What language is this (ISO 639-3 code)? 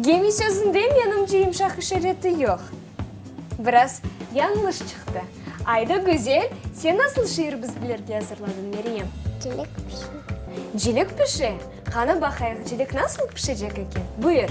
crh